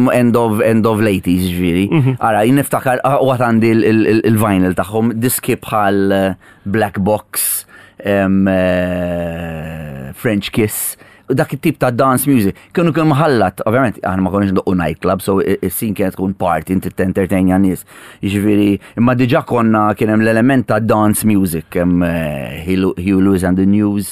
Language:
Maltese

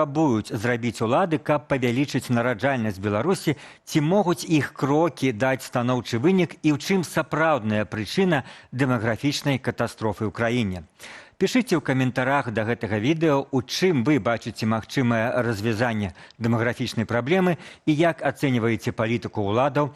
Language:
Belarusian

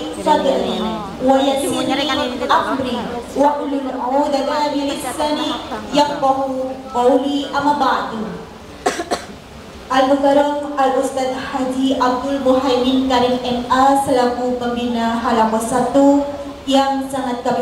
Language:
Indonesian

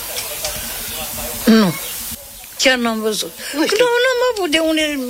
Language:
Romanian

